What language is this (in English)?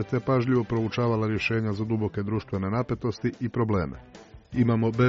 Croatian